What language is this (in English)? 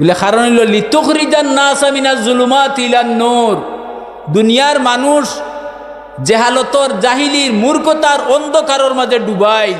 Sylheti